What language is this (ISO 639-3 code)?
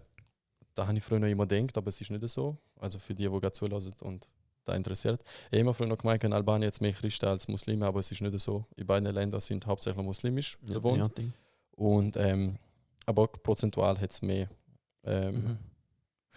gsw